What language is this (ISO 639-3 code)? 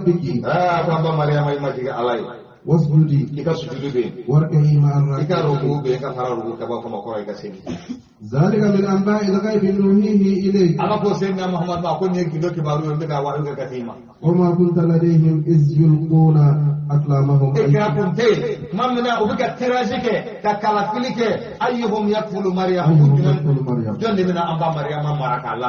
bam